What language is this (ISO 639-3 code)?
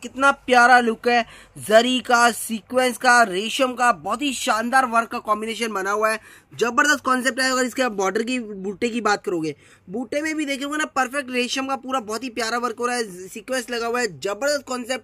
hin